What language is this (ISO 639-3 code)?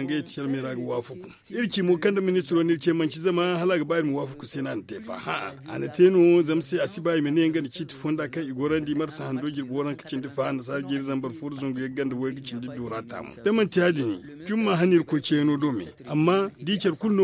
dje